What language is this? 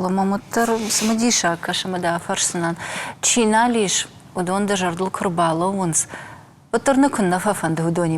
Ossetic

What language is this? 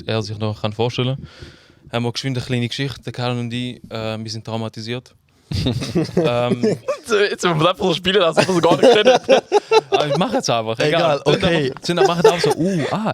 Swiss German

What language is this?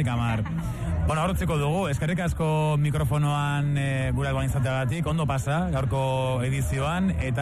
Basque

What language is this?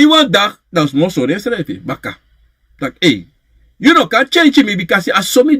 Sranan Tongo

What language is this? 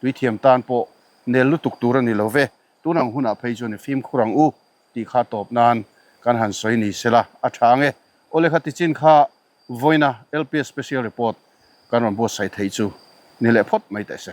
Mizo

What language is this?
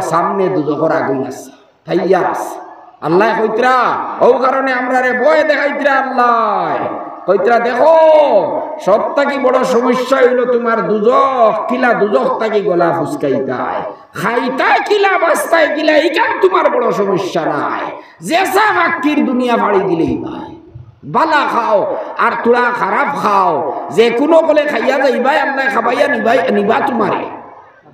Sylheti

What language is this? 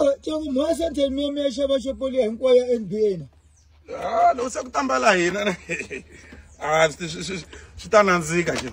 Tsonga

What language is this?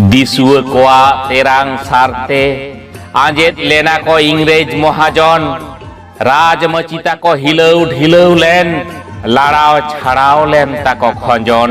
Santali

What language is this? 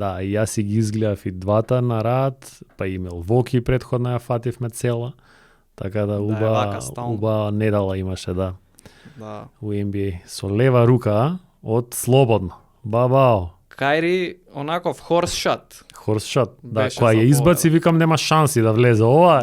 Macedonian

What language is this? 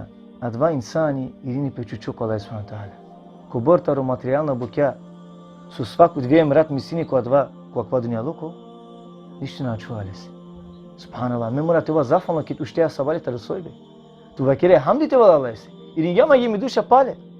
Balkan Romani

